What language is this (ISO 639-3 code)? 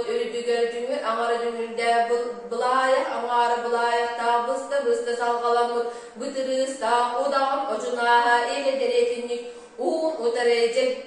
sah